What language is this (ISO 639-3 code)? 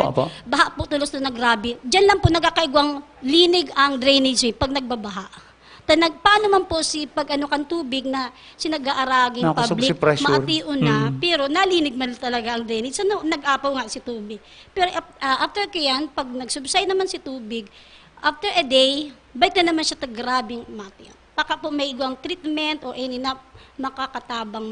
bik